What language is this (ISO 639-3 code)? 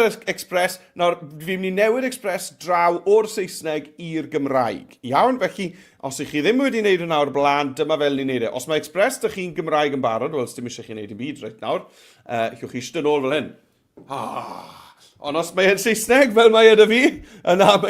cym